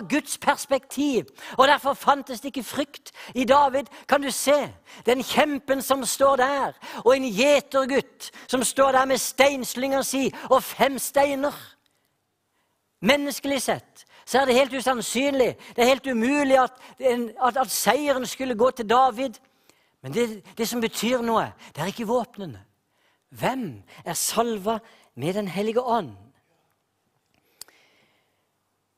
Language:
Norwegian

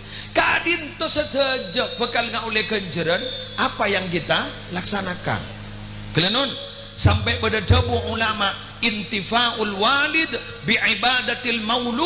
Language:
Madurese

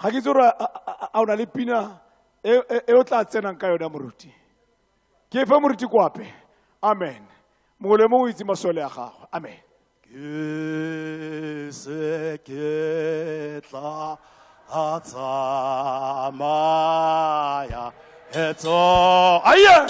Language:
Tswana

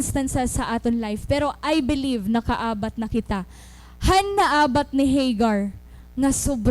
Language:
Waray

